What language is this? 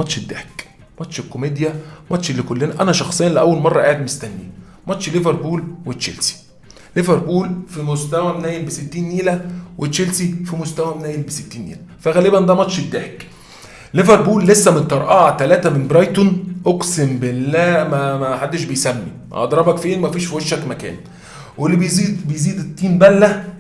Egyptian Arabic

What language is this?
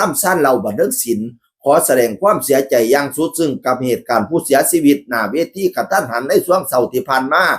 Northeastern Thai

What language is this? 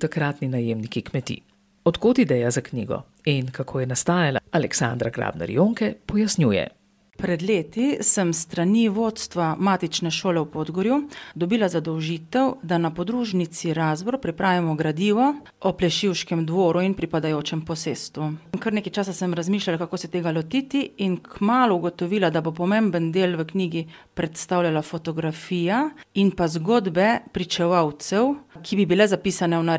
Slovenian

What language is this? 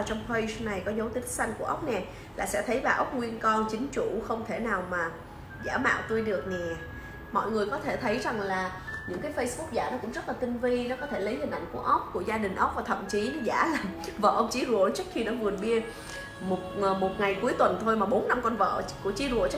Vietnamese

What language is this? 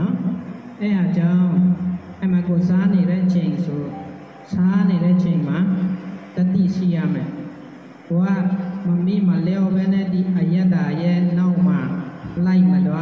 Burmese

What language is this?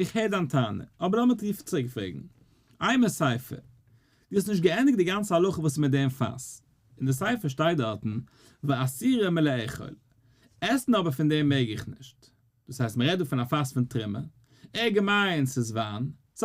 Yiddish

